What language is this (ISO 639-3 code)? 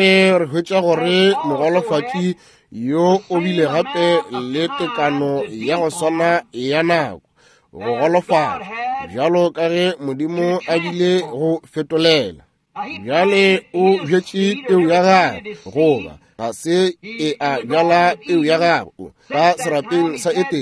nso